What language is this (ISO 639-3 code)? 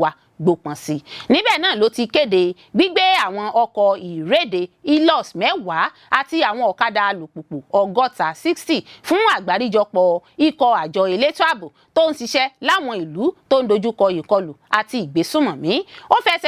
yor